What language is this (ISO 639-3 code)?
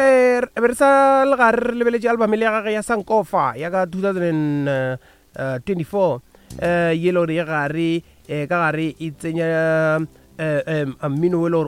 nso